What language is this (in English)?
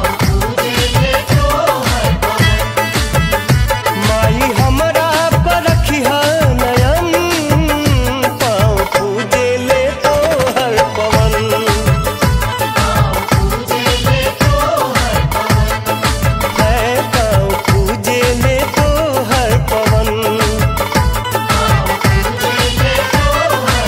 Bhojpuri